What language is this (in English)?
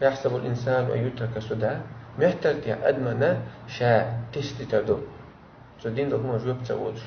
Chechen